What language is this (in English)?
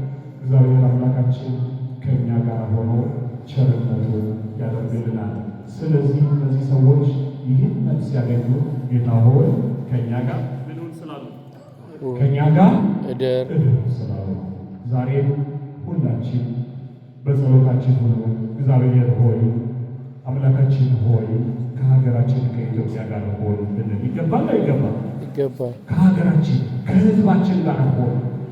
Amharic